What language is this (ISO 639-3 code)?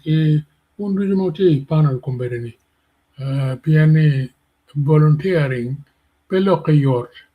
ach